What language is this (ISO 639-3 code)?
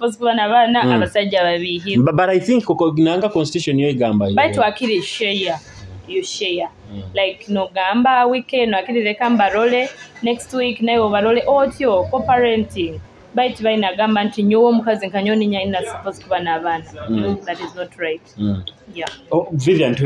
nyo